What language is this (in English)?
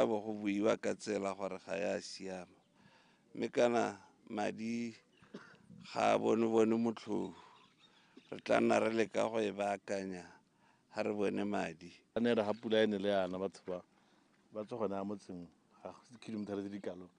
Tswana